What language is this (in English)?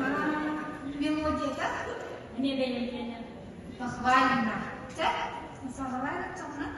Yakut